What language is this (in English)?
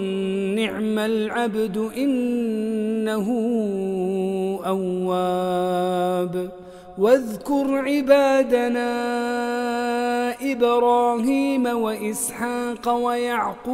Arabic